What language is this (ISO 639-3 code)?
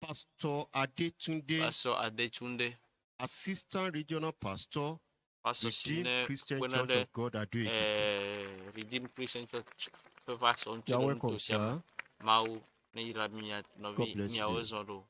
ewe